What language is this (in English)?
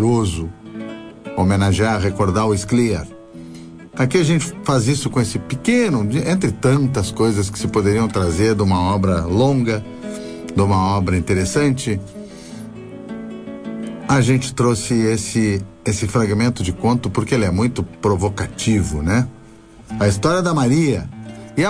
Portuguese